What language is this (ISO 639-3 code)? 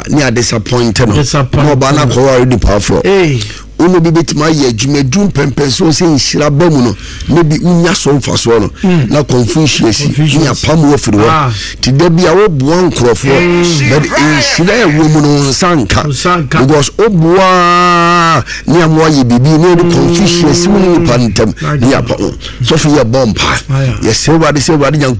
aka